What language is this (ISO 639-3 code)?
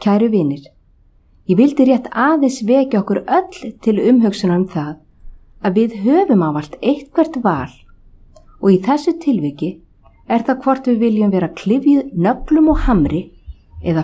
isl